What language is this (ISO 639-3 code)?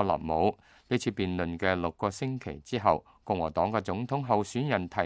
yue